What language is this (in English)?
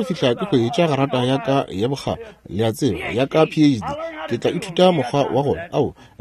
Northern Sotho